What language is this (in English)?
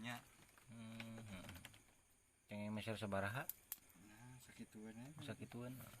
Sundanese